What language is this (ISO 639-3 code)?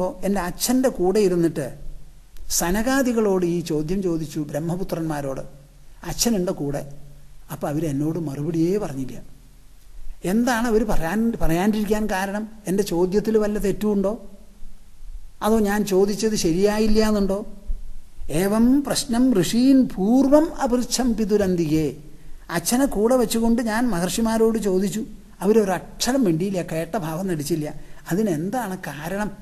mal